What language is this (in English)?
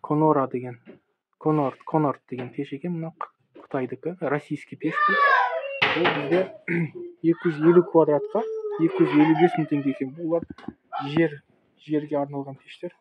Kazakh